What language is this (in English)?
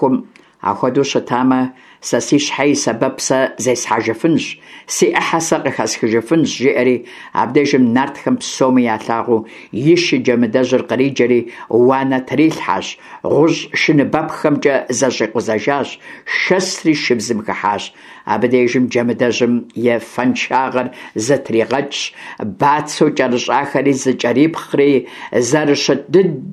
Kabardian